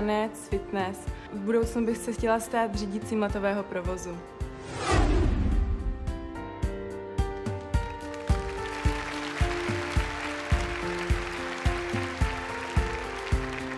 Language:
Czech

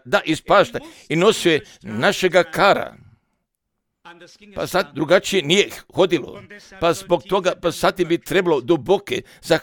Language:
Croatian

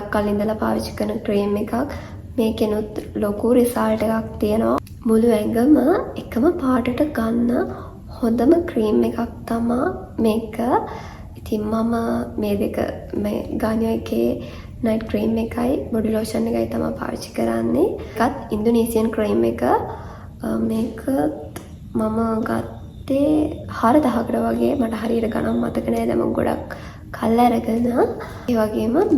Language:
Sinhala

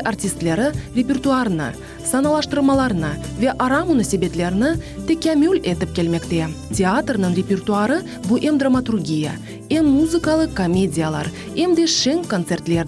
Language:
Crimean Tatar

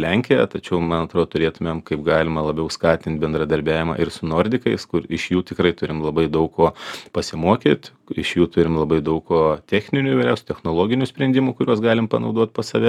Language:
Lithuanian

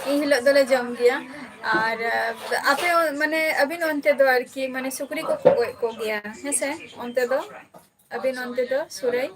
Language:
Santali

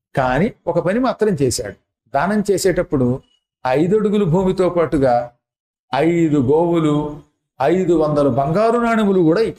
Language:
Telugu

